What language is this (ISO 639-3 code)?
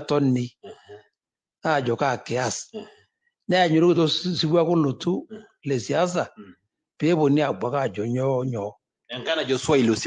mas